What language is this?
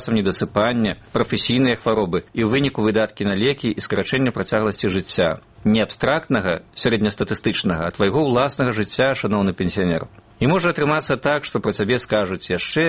Belarusian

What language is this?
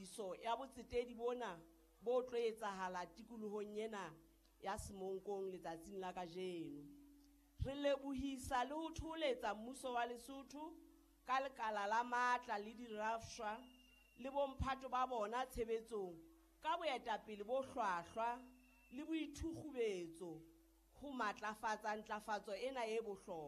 Southern Sotho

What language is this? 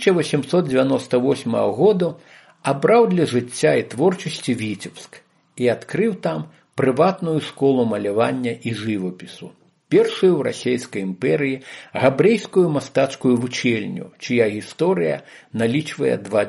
Belarusian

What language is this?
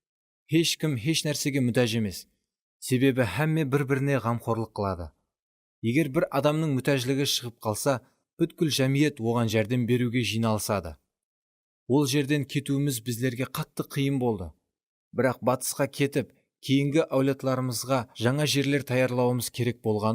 Kara-Kalpak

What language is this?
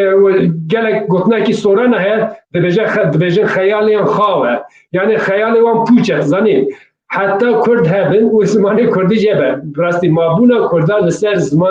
Kurdish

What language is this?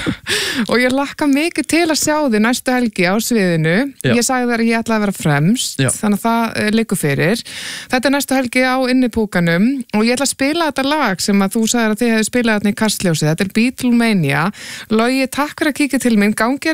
Icelandic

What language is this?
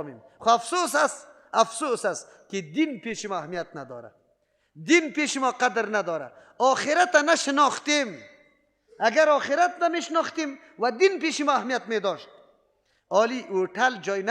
Persian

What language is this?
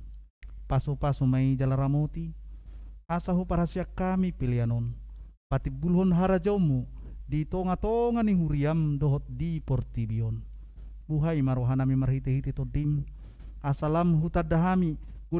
Batak Toba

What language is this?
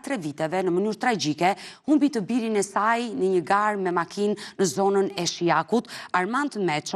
Albanian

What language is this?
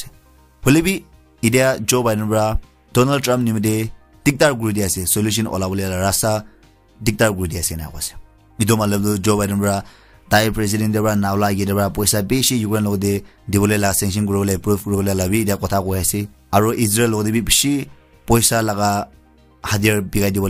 Naga Pidgin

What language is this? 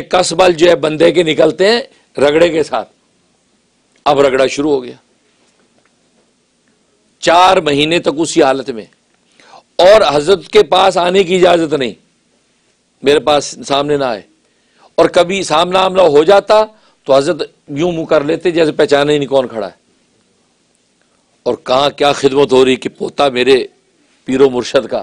Urdu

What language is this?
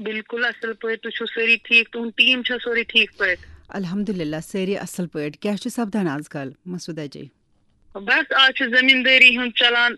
Kashmiri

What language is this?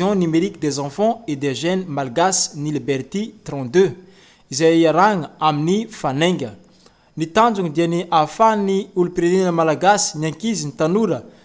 Malagasy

